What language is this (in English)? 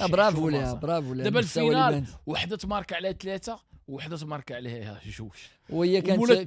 Moroccan Arabic